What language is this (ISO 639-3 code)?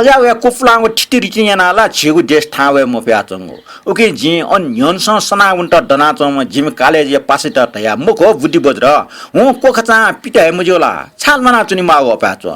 new